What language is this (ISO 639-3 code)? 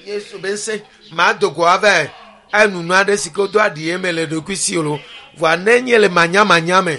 ewe